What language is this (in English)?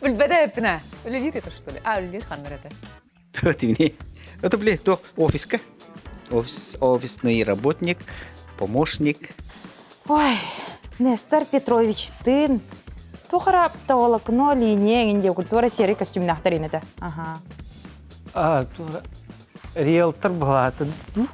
Yakut